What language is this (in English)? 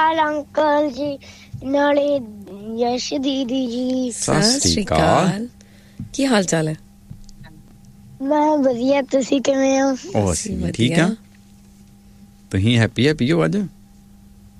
Punjabi